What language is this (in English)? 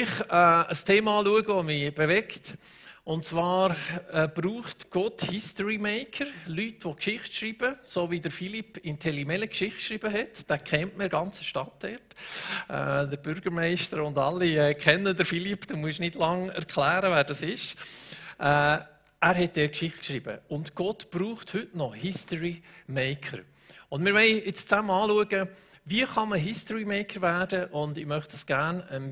Swiss German